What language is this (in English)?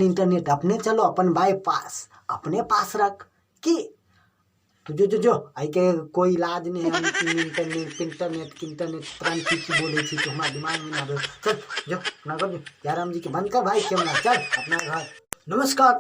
Maithili